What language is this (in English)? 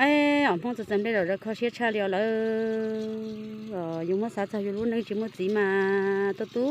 Hmong